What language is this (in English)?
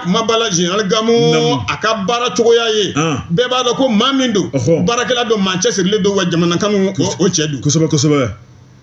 Bambara